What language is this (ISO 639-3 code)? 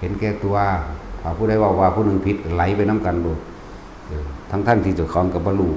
tts